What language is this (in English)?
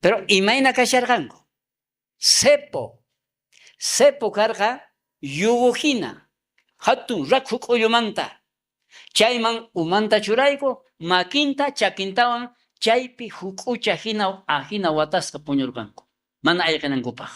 South Bolivian Quechua